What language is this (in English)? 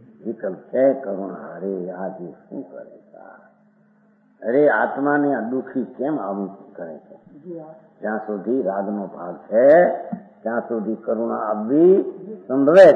Gujarati